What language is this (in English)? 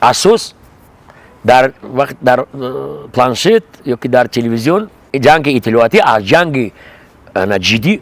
Tajik